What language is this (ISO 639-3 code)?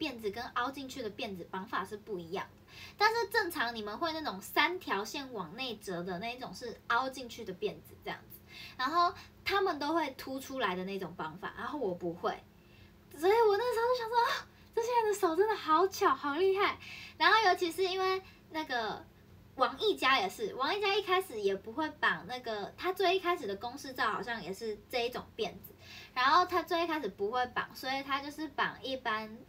zho